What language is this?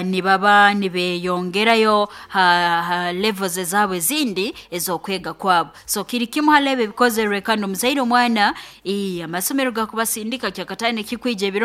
Nyankole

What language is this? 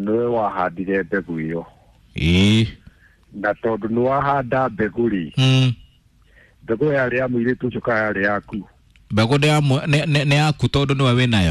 Kikuyu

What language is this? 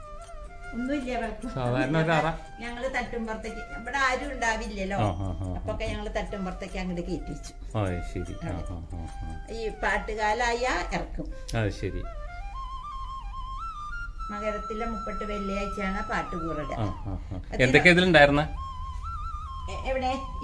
Malayalam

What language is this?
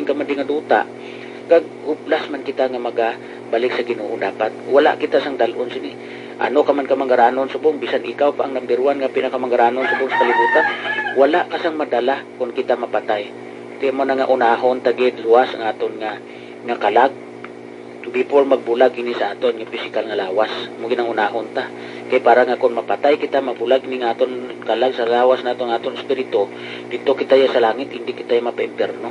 Hiligaynon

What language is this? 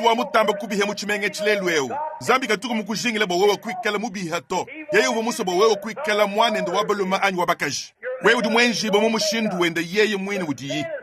Luba-Lulua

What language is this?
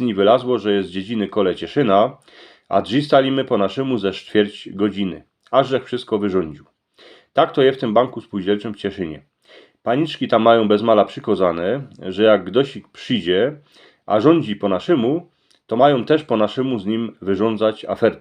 Silesian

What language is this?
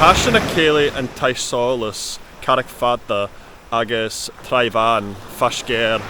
Scottish Gaelic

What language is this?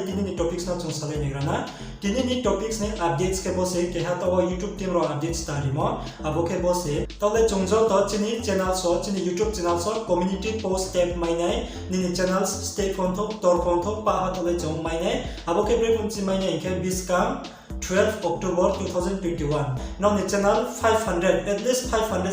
Riang (India)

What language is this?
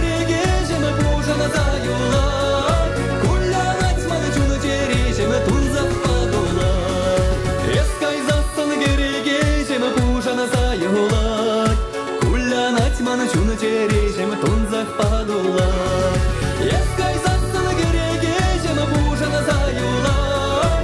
Chuvash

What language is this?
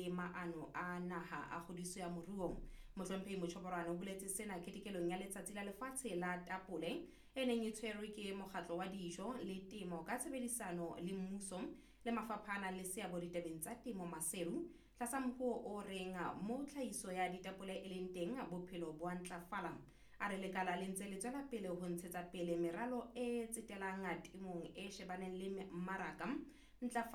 Southern Sotho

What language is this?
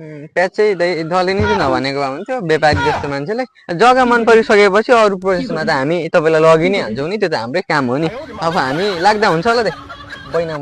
Nepali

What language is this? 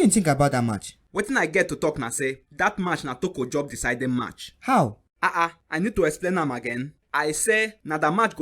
Nigerian Pidgin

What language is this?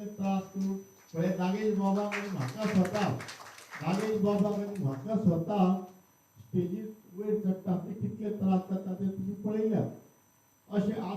Konkani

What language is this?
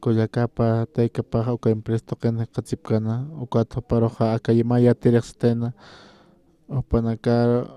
Aymara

